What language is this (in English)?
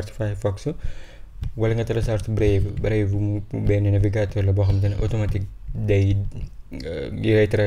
Wolof